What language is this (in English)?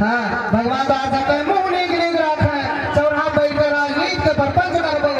Awadhi